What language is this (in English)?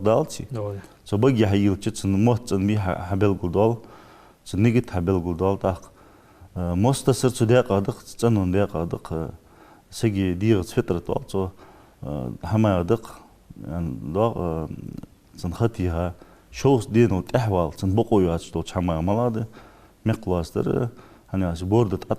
Ingush